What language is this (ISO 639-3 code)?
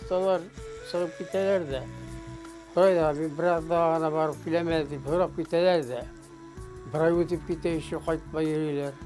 bak